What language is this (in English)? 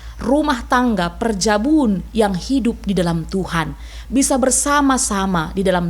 Batak Karo